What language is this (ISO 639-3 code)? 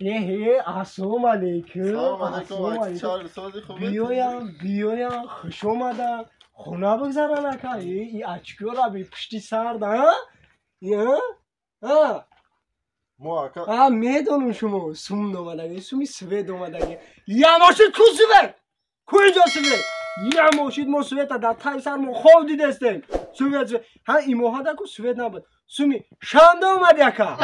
tgk